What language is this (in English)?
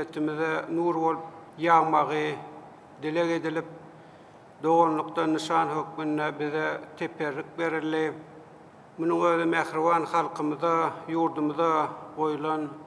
Turkmen